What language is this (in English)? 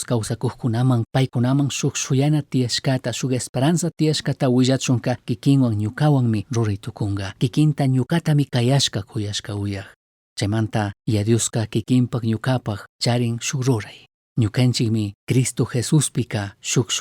Chimborazo Highland Quichua